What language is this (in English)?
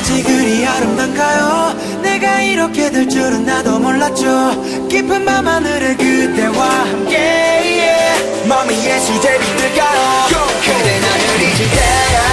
Korean